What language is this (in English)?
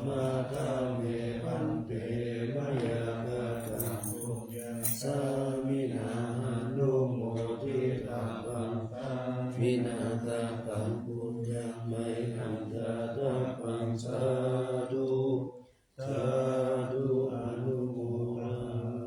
Pali